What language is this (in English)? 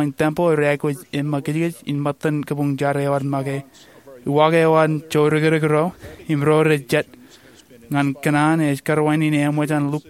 Marshallese